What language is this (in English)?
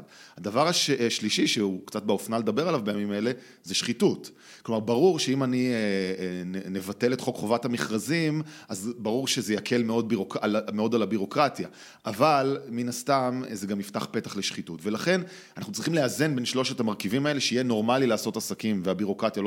Hebrew